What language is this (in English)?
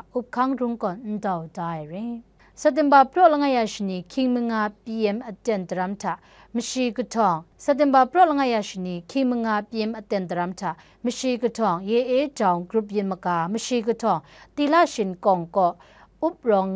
Kachin